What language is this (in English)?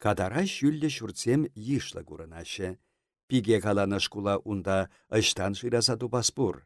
Chuvash